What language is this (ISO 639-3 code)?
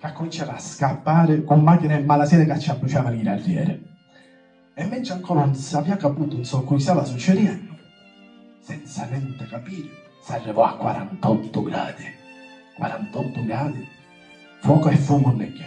scn